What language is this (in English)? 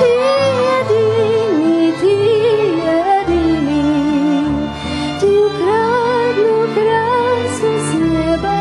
Rusyn